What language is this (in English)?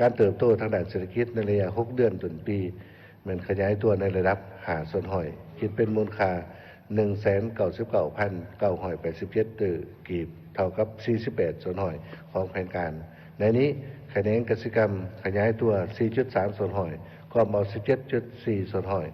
Lao